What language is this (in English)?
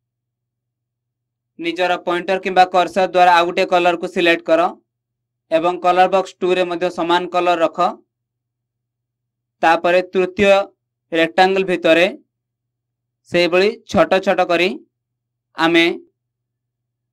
Odia